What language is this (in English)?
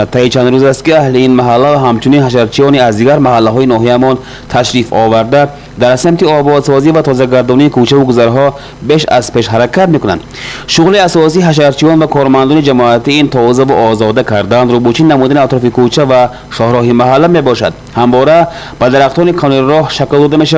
Tajik